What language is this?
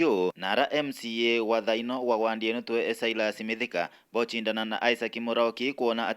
Meru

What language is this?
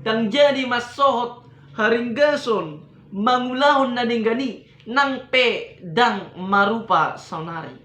Batak Toba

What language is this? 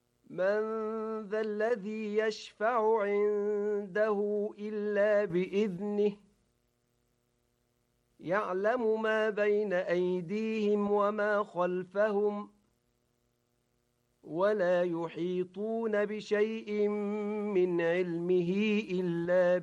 Arabic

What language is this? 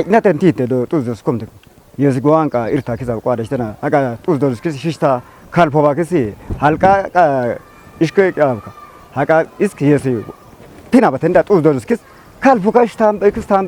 Kafa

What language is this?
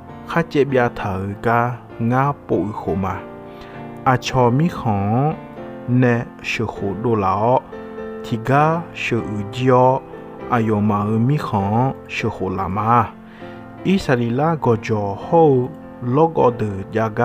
Akha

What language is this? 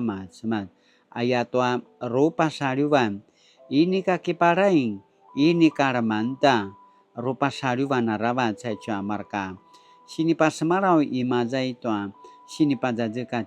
Paiwan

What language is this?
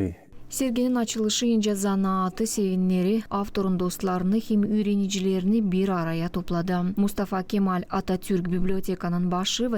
Gagauz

